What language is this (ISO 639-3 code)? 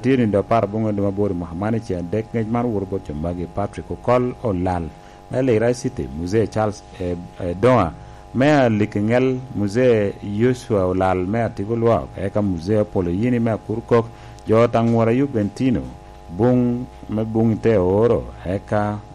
laj